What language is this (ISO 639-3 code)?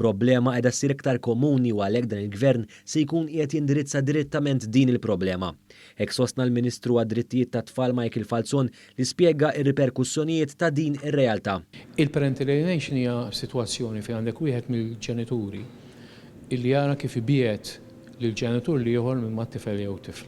mlt